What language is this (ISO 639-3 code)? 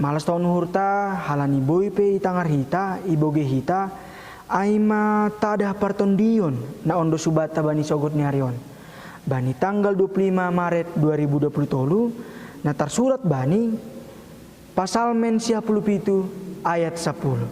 bts